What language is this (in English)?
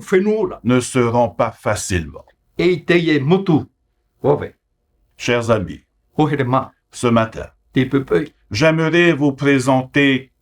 Tahitian